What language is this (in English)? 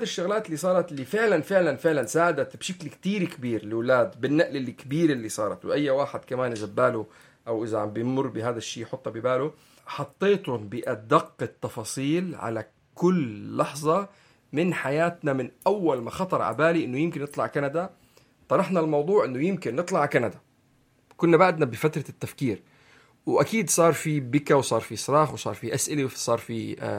North Levantine Arabic